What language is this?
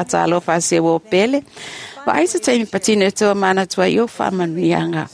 Samoan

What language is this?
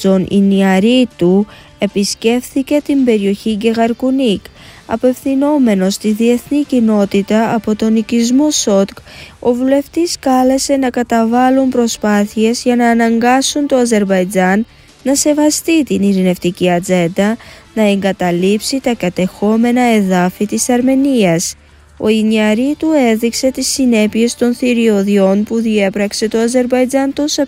Greek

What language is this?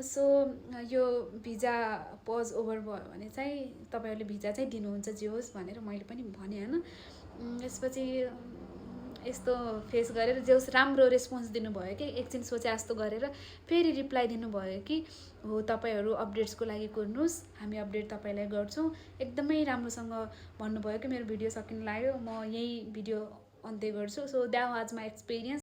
Nepali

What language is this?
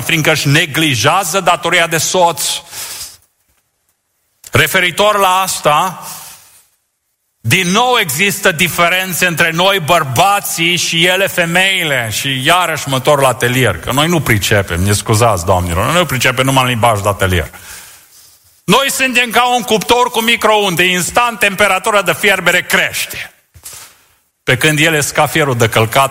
Romanian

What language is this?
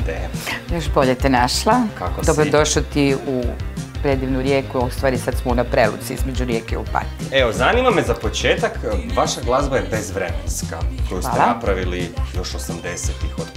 Croatian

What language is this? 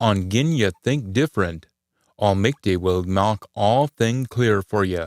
Scots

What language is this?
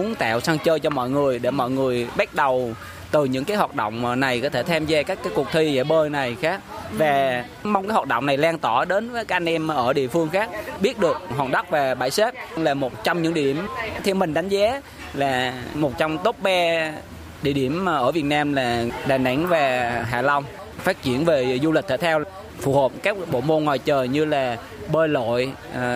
Vietnamese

